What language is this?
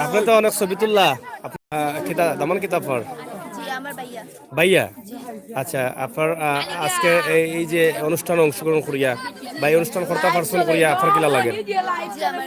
Sylheti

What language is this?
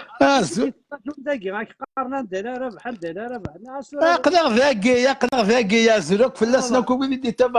Kabyle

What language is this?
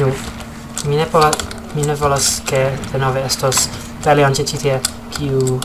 Esperanto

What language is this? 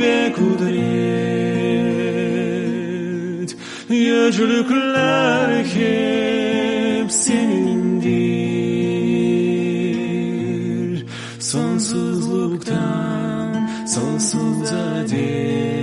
Gagauz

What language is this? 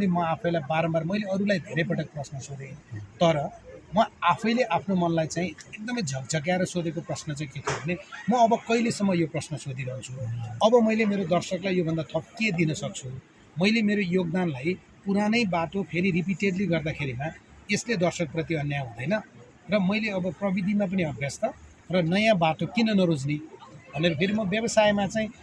Nepali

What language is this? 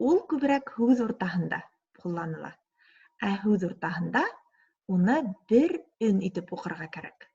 Bashkir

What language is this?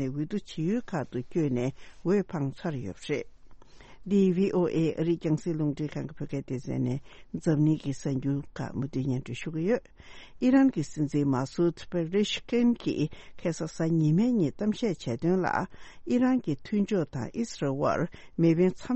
Tibetan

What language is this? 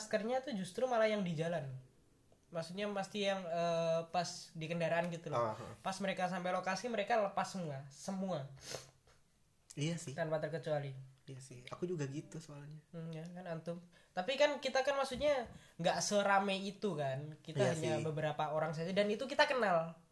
Indonesian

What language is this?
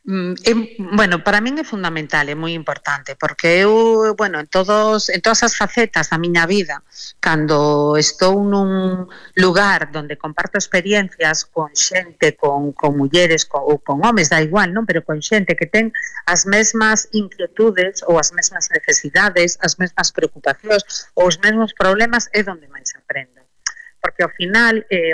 Galician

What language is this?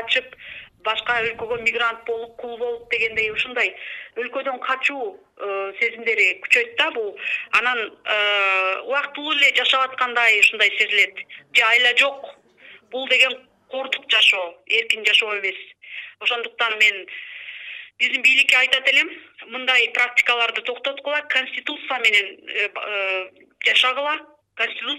Kyrgyz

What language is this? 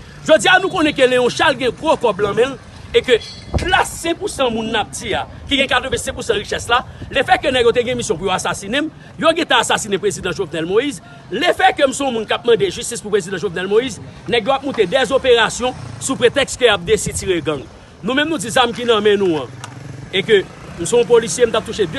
Haitian Creole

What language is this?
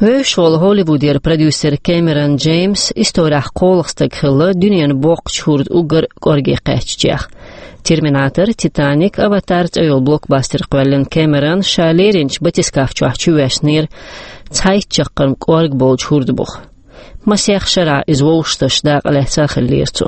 Chechen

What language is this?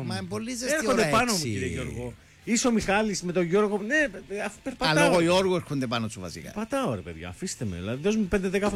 Greek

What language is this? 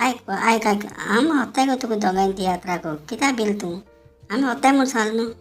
Konkani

